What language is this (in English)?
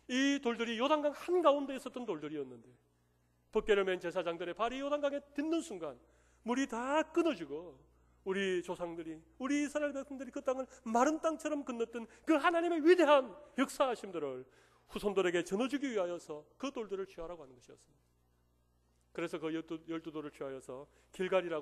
Korean